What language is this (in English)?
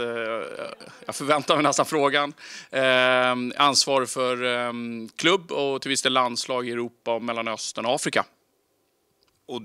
Swedish